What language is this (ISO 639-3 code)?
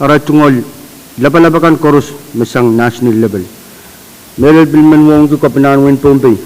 pon